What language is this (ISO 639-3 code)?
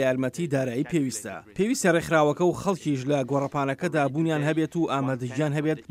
ckb